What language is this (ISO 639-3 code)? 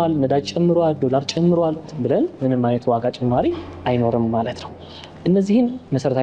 amh